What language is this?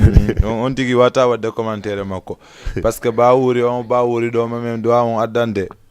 Fula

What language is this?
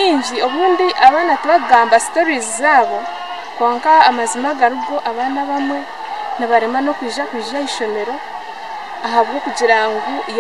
Nyankole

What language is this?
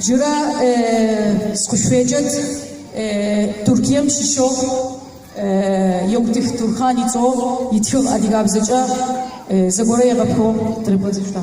Adyghe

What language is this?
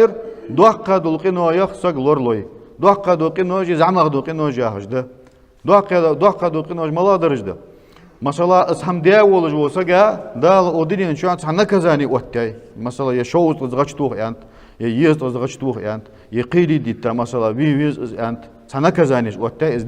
Ingush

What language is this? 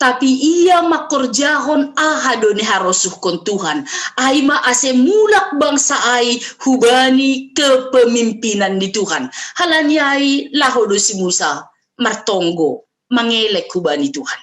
Batak Simalungun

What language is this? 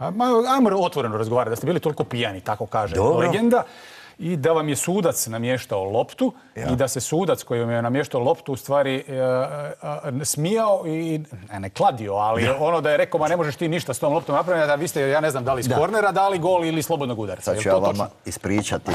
Bosnian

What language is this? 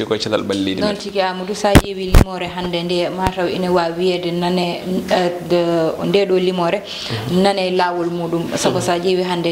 Fula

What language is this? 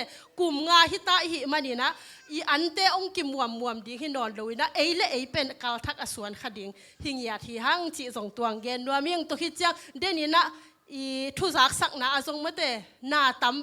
Tedim Chin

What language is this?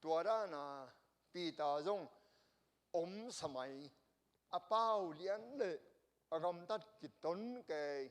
Tedim Chin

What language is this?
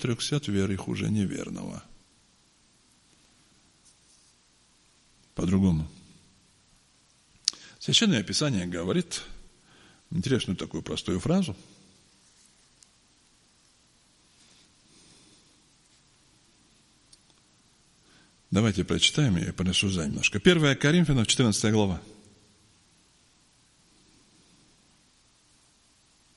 Russian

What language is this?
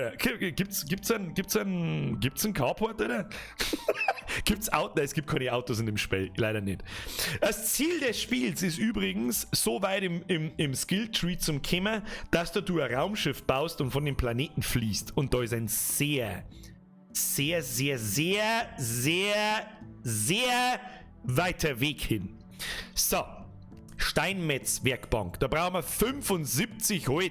Bavarian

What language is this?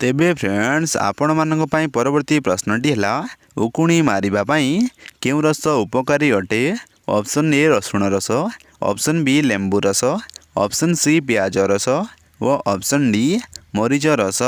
Odia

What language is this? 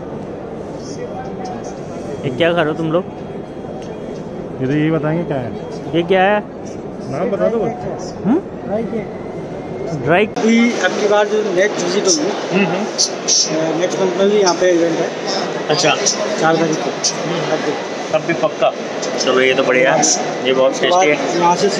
Hindi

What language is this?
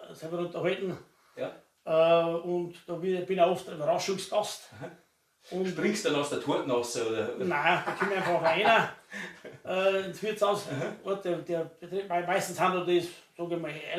Bavarian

